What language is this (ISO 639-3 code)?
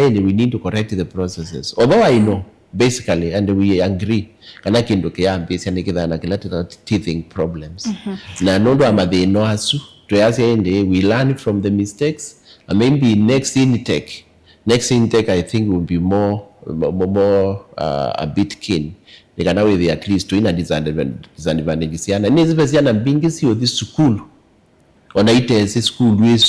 kam